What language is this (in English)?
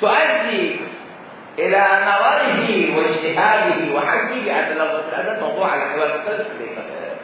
Mesopotamian Arabic